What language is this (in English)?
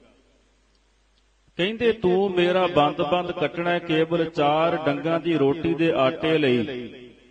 Punjabi